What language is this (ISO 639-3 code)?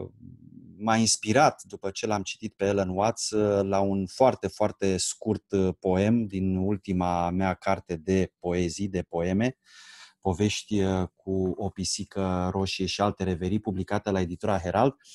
ron